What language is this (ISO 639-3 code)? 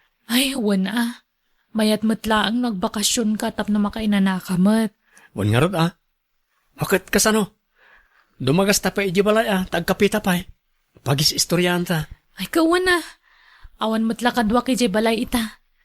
ilo